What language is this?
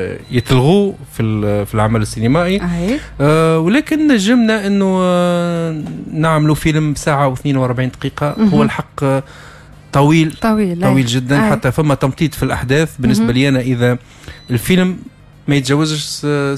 Tunisian Arabic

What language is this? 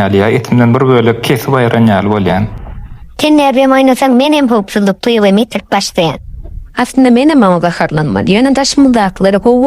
Turkmen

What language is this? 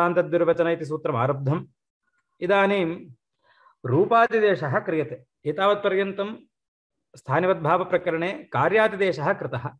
Sanskrit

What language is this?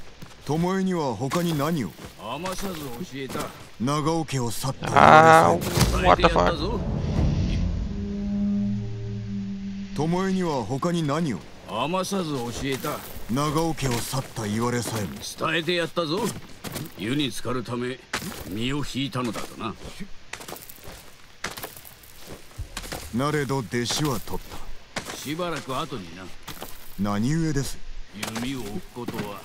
Japanese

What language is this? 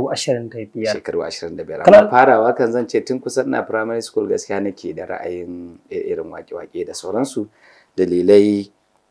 Hausa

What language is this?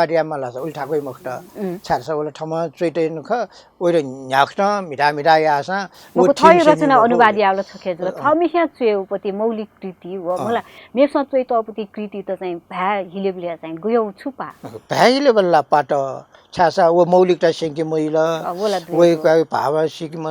Newari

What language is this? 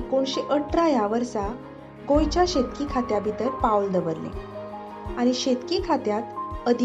Konkani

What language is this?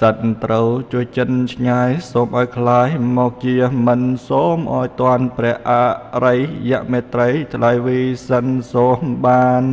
Khmer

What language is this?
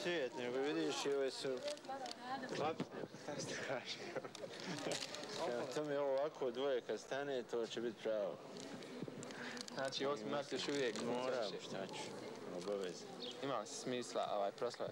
Bosnian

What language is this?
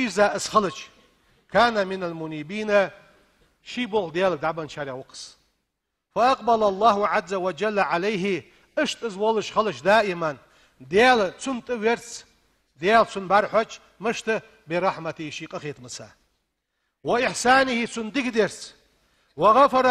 Ingush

